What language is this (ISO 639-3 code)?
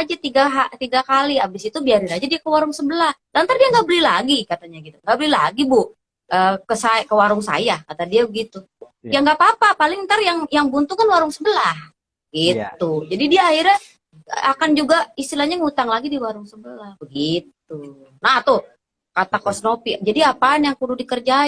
bew